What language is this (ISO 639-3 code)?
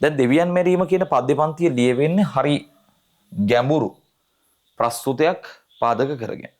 sin